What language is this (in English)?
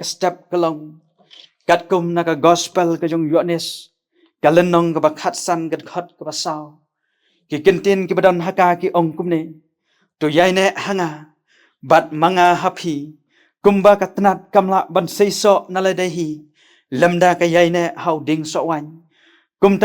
Khasi